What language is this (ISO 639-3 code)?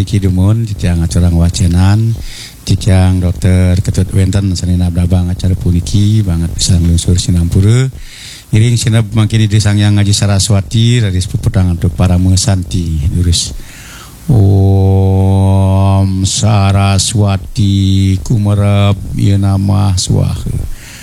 ban